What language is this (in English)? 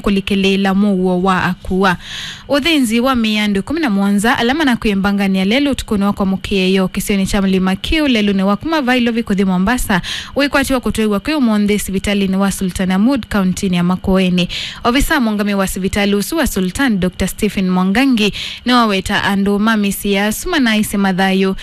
Kamba